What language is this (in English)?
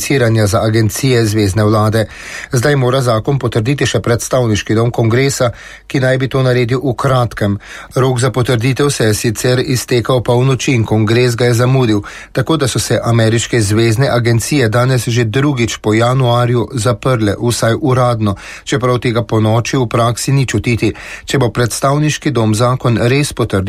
Slovenian